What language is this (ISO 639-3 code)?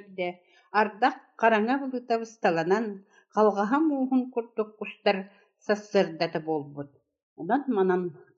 sah